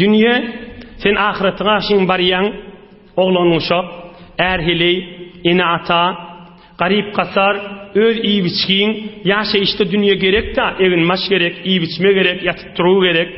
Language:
Turkmen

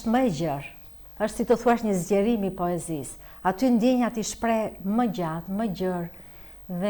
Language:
Albanian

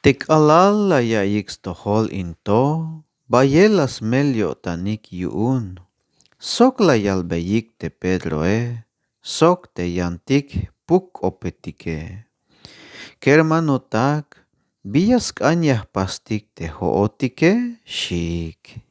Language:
Tzeltal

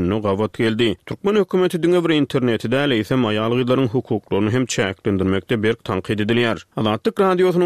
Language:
Turkmen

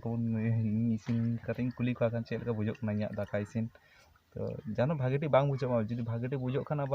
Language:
Santali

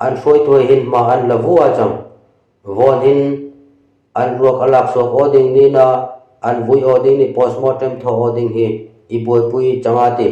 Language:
Darlong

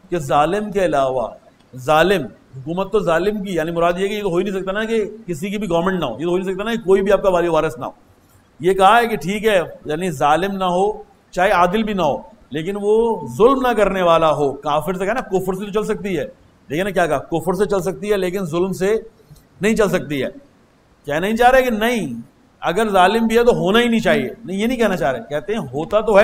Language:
Urdu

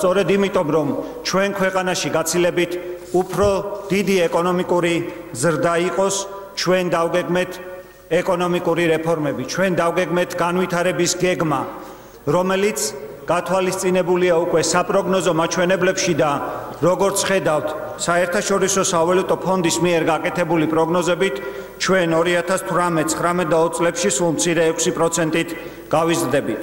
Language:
Georgian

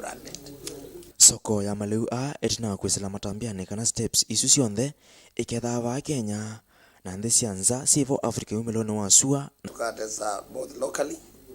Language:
Kamba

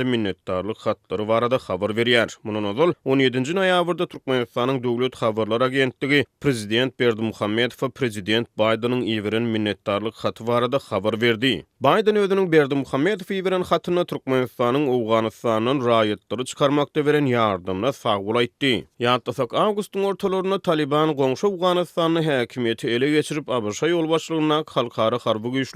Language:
Turkmen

